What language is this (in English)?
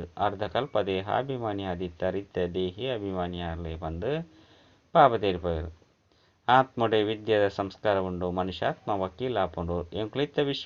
Tulu